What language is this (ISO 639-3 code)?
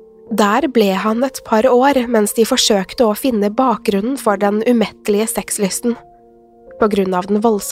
nor